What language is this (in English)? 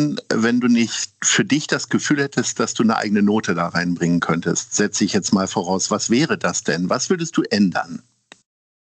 German